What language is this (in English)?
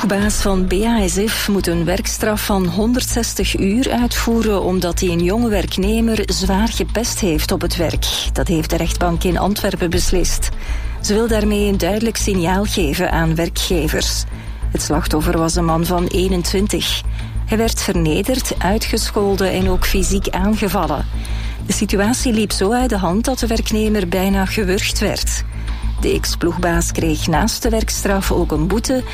Dutch